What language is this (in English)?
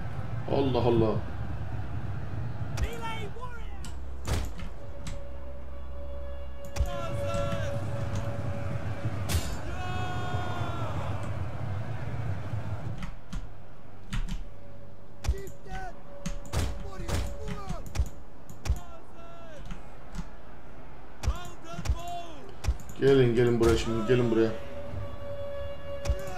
Turkish